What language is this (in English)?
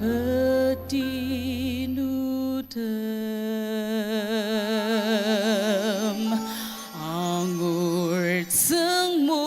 Ao Naga